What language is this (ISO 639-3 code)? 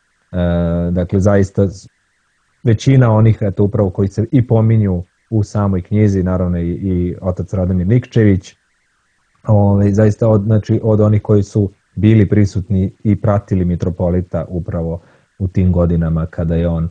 srp